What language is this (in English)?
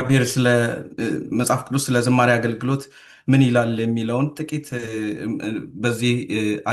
Amharic